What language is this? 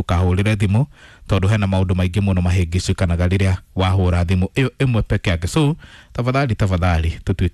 Kikuyu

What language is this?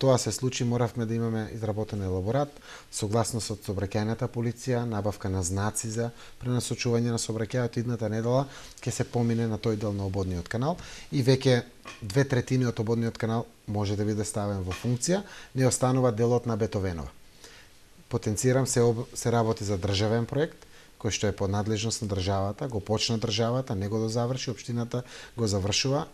Macedonian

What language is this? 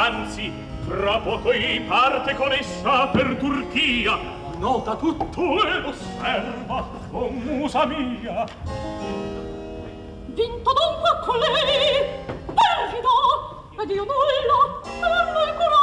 Italian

